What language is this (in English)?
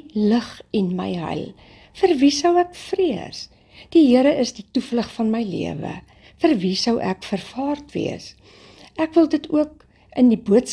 Afrikaans